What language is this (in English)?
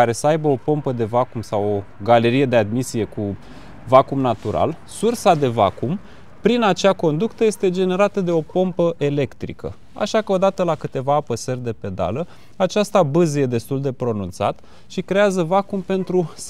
Romanian